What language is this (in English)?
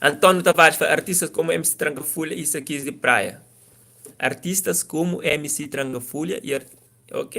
Kabuverdianu